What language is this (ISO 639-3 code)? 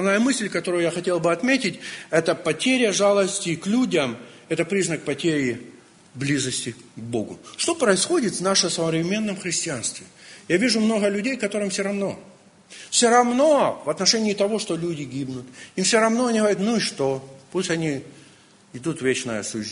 rus